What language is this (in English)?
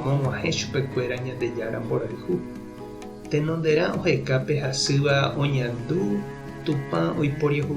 Guarani